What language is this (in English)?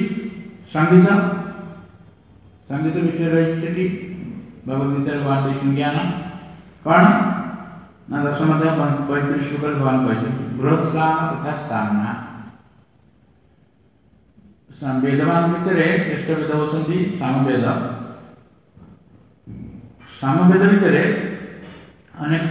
Odia